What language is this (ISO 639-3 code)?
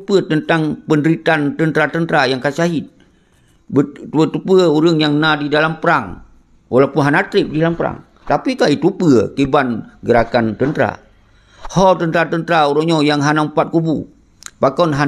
ace